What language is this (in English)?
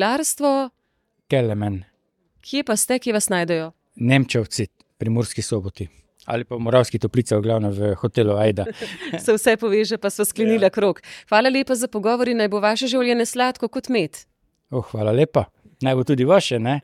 Slovenian